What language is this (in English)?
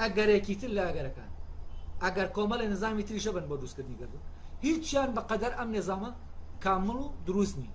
Central Kurdish